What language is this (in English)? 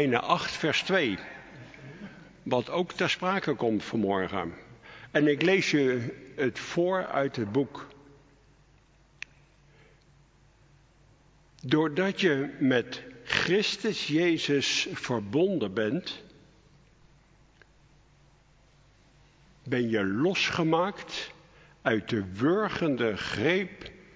Dutch